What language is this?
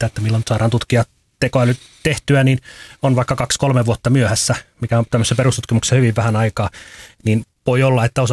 Finnish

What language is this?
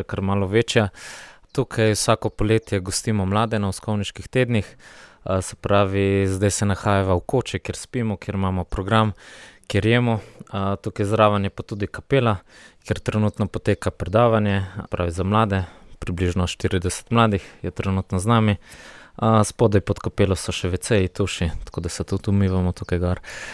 Slovenian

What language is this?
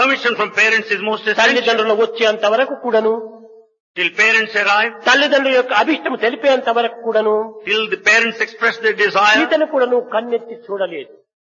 Telugu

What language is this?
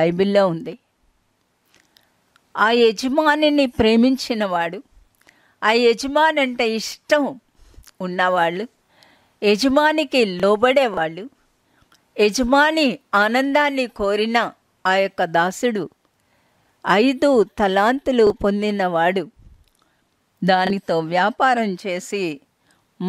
Telugu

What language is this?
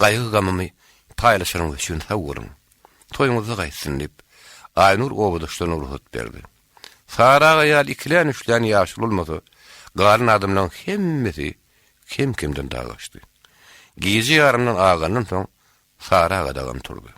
Turkmen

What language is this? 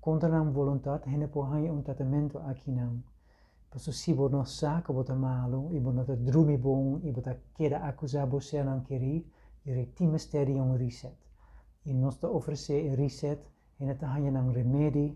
Papiamento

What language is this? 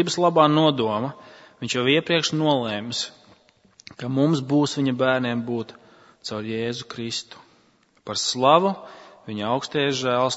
Latvian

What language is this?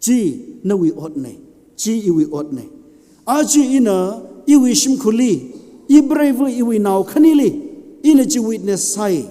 Tangkhul Naga (India)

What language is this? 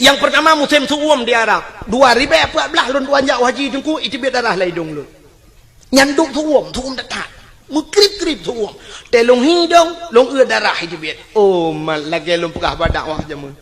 Achinese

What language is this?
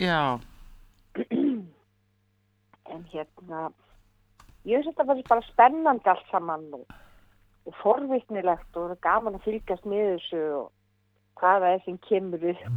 Icelandic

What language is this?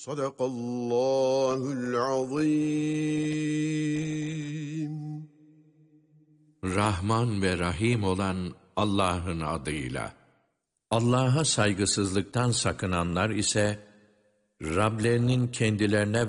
Turkish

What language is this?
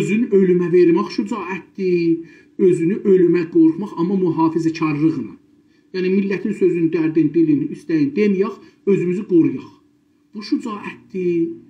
South Azerbaijani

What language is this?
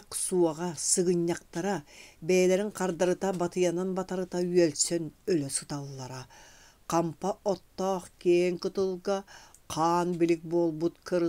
Yakut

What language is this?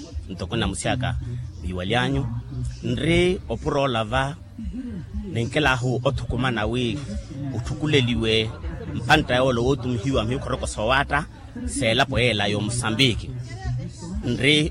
Makhuwa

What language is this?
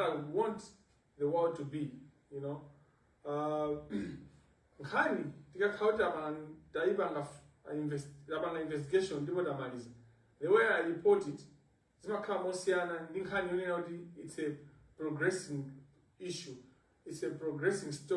Nyanja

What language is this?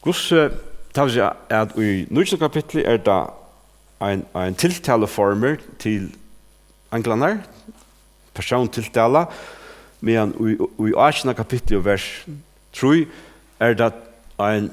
Faroese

